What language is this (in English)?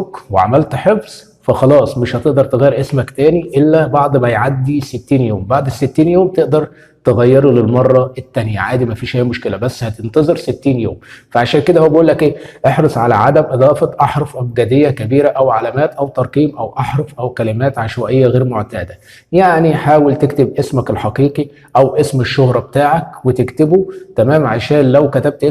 Egyptian Arabic